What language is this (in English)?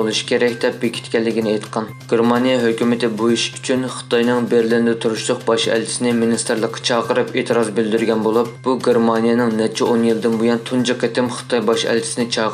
Uyghur